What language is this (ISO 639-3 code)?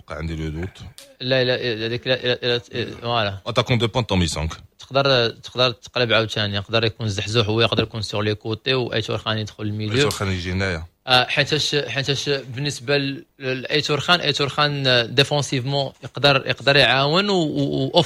ary